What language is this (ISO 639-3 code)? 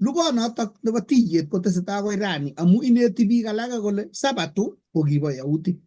kln